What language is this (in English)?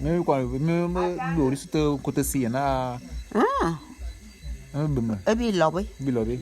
Bulu